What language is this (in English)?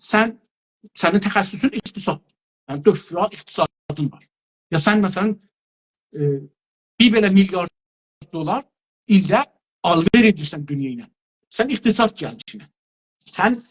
South Azerbaijani